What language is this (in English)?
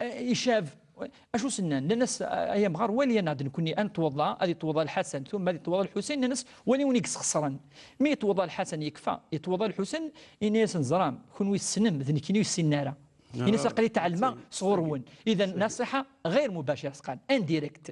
Kabyle